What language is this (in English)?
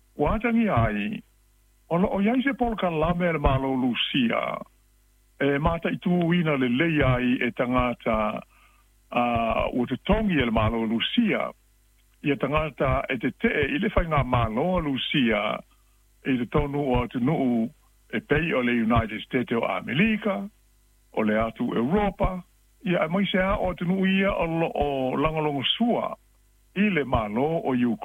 Samoan